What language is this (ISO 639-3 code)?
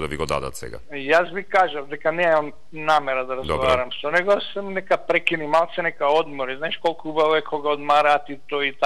mkd